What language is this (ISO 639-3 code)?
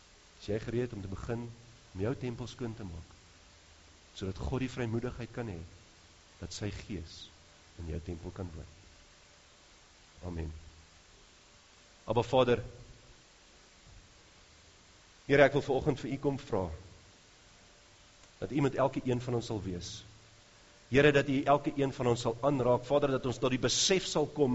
afr